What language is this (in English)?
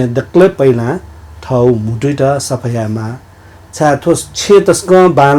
Newari